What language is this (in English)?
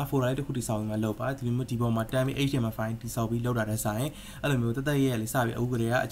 Burmese